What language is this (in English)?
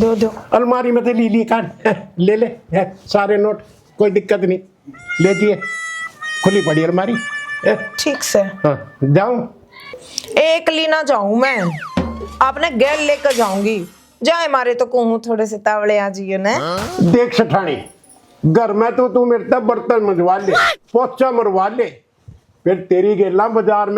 Haryanvi